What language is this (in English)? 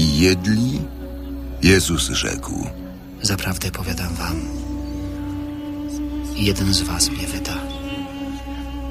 Polish